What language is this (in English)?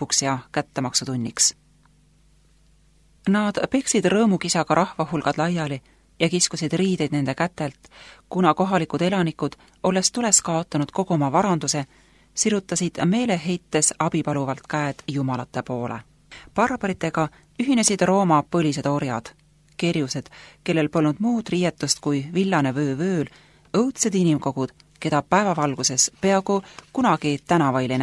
Estonian